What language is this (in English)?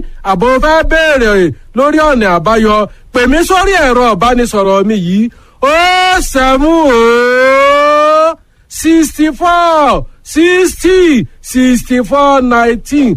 Yoruba